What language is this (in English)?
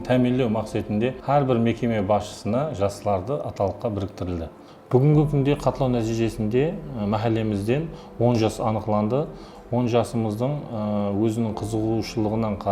Kara-Kalpak